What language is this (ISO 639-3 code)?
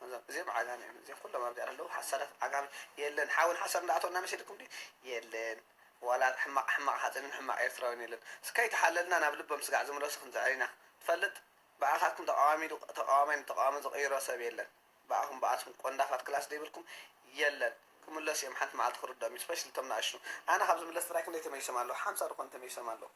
tir